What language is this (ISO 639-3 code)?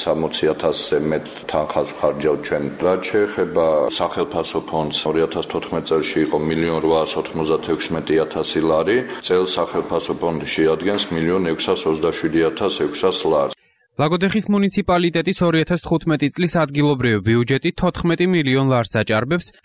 kat